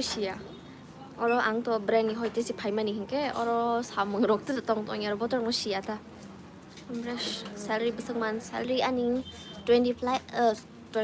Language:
Kok Borok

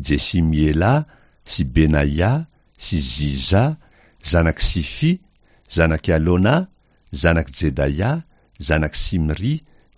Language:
Malagasy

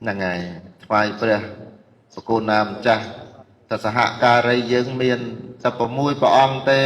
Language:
Khmer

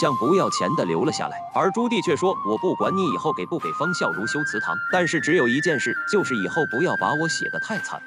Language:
Chinese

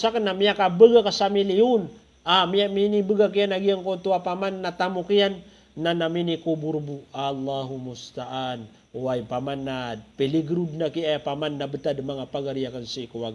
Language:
Maranao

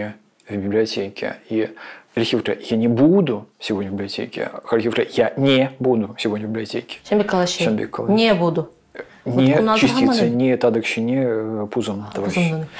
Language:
Chuvash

